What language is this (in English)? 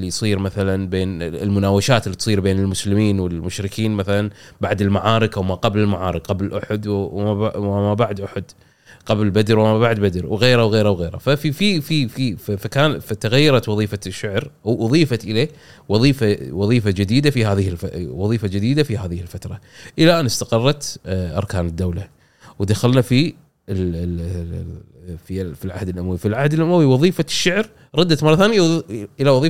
Gulf Arabic